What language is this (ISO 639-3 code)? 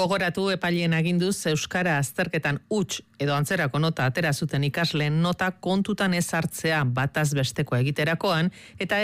eus